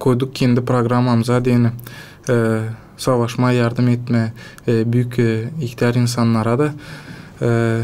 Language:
Gagauz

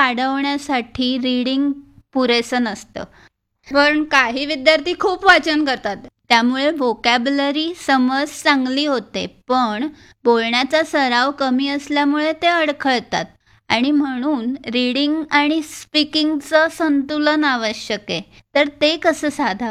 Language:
Marathi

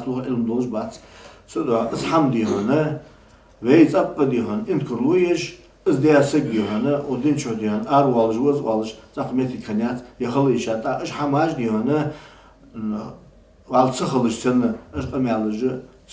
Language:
Ingush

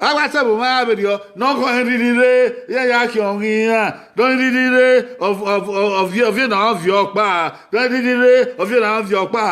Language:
Bini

